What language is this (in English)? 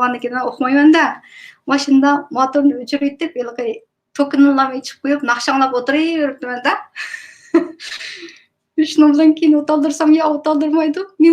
Uyghur